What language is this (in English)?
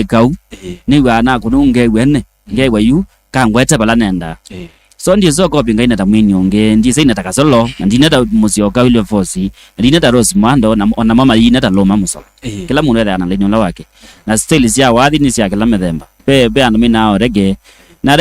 Kamba